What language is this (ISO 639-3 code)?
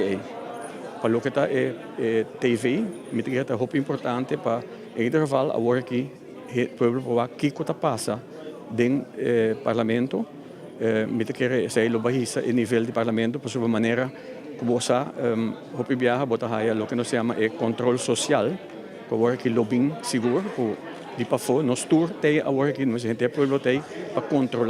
pap